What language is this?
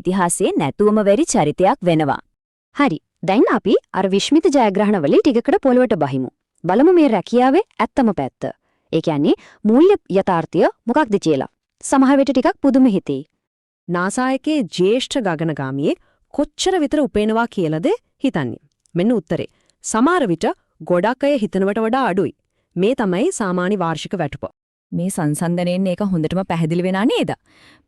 Sinhala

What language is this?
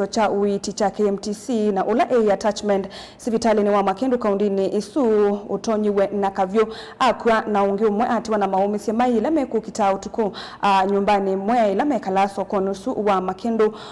Kamba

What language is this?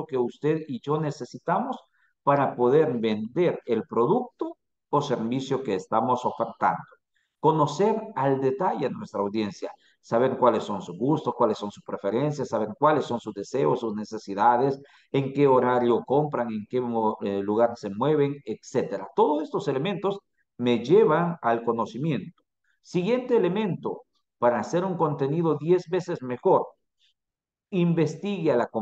Spanish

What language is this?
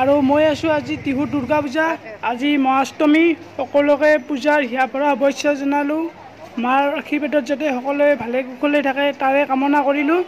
Assamese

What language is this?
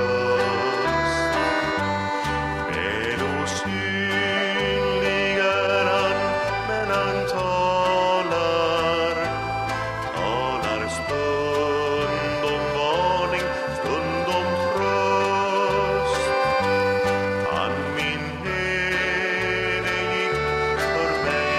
Swedish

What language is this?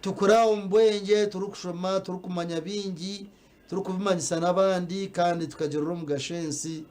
Nyankole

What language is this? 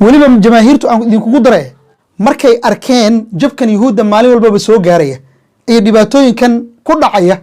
Somali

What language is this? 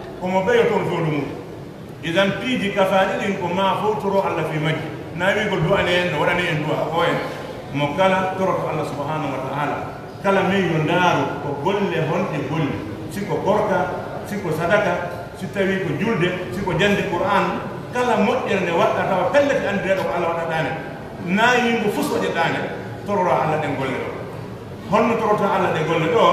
Fula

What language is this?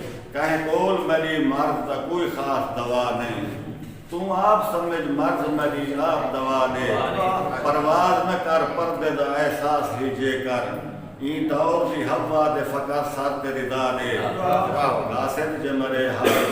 Saraiki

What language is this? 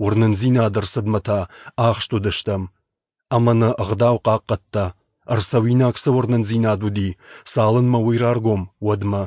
Ossetic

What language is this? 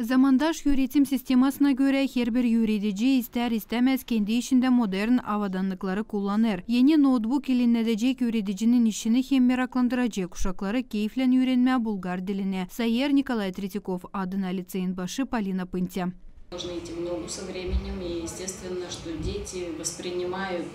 Gagauz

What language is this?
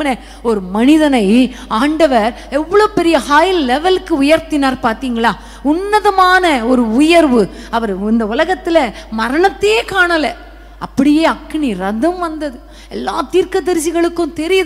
Tamil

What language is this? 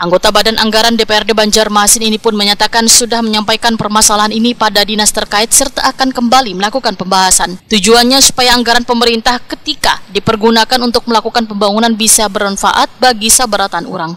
Banjar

